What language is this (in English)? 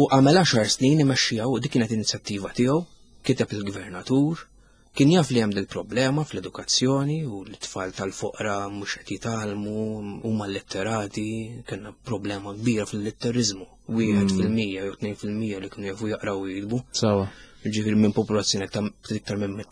Maltese